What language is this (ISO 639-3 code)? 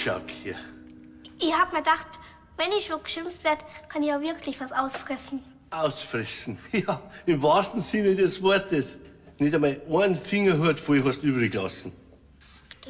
bar